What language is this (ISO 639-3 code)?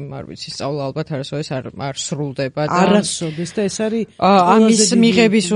kat